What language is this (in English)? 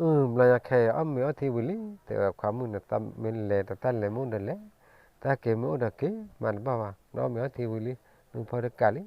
S'gaw Karen